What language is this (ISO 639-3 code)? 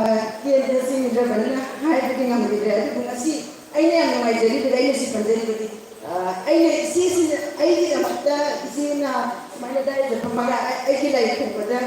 mni